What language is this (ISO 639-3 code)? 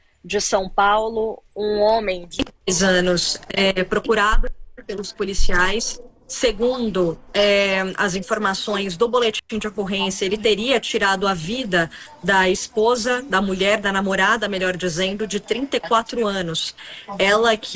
por